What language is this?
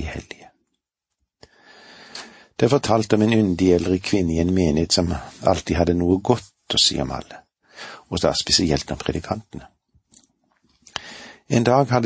Norwegian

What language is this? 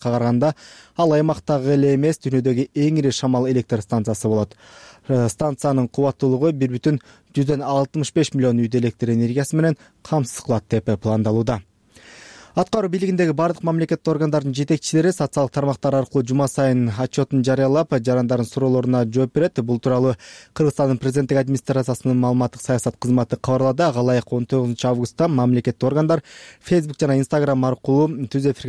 Kyrgyz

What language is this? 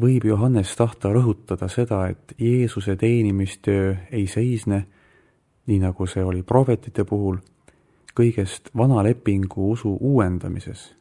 Estonian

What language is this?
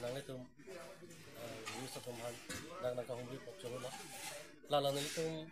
Karbi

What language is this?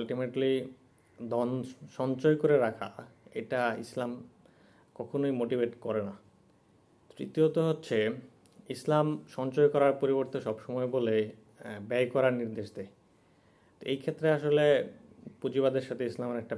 Bangla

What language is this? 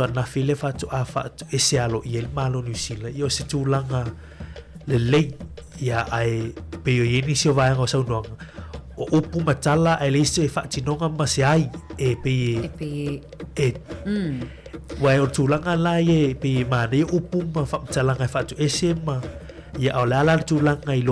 Samoan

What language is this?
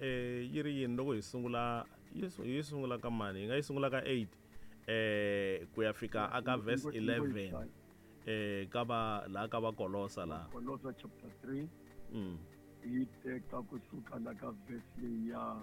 Tsonga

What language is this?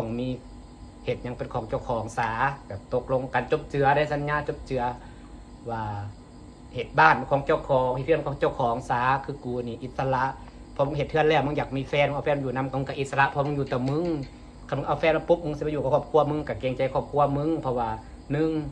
Lao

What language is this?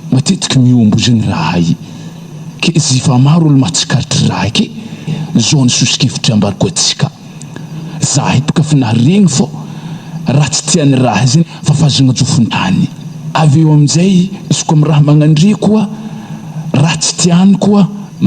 Malagasy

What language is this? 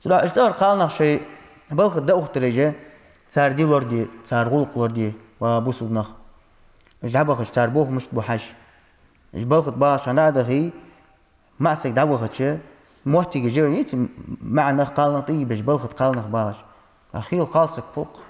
Ingush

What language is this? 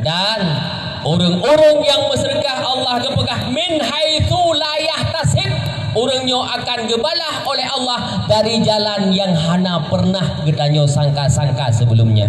Achinese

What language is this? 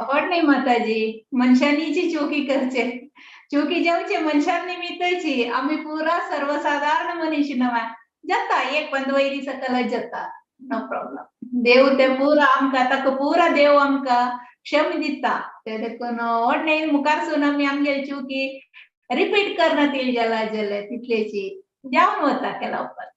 Konkani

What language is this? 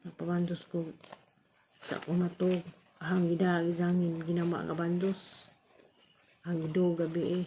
Cebuano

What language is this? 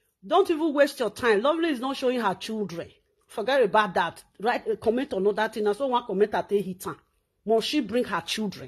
Nigerian Pidgin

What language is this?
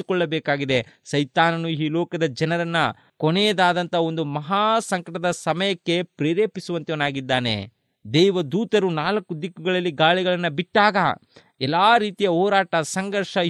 Kannada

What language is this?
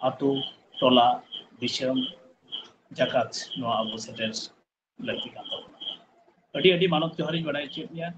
Santali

